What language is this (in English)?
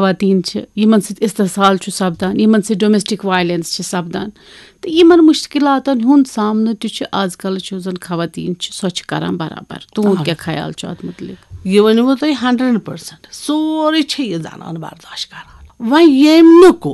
Kashmiri